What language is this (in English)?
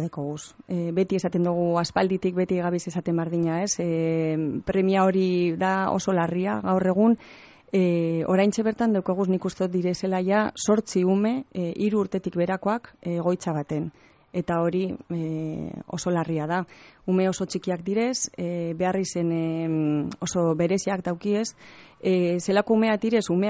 Basque